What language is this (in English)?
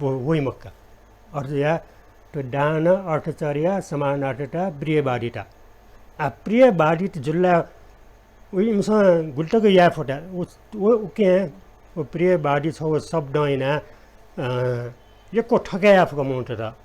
Newari